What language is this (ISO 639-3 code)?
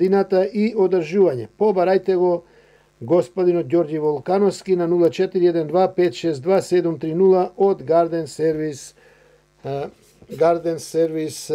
mkd